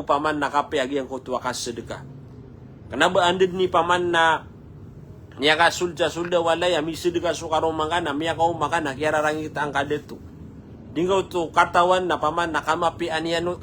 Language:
Maranao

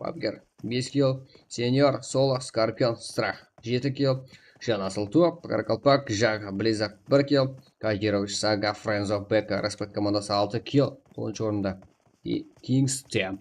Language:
Kara-Kalpak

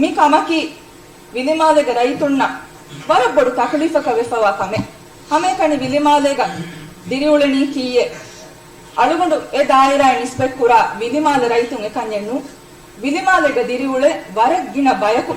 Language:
Divehi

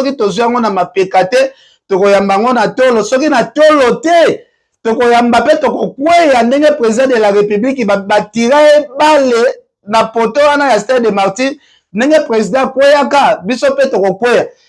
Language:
Lingala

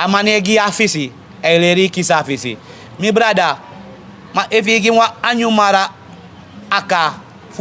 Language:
Sranan Tongo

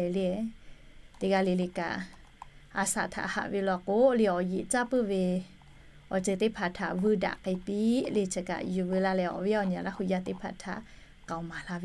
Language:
Lahu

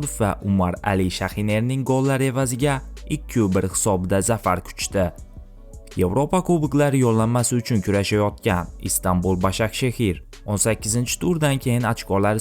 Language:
Uzbek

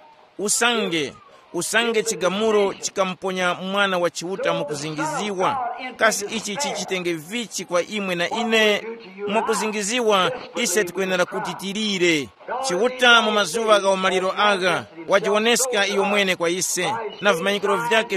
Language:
Tumbuka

